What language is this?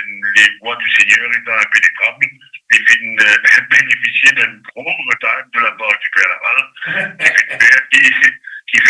Morisyen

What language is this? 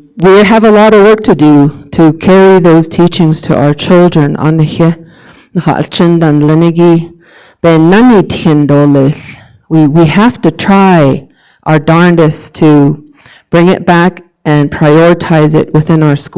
Navajo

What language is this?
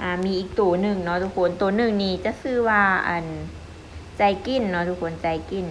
Lao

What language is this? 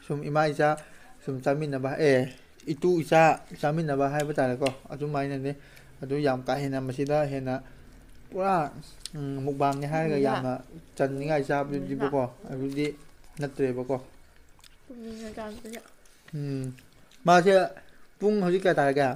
Manipuri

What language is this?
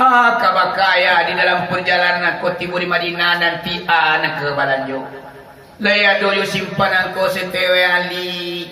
Minangkabau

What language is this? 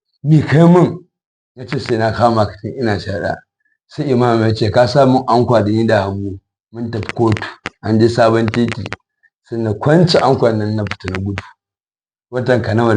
Hausa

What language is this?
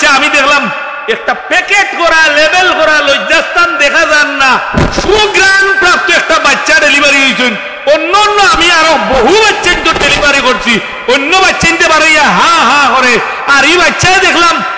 Sylheti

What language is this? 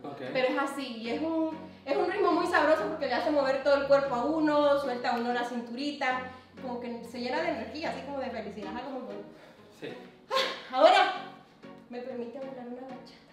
Spanish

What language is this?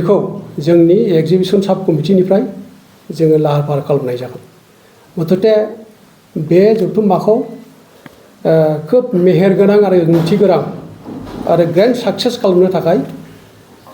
Bodo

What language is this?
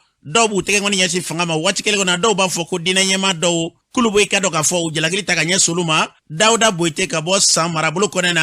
Bambara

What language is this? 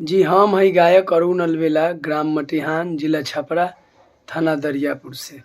Bhojpuri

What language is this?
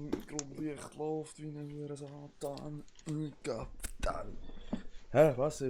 Swiss German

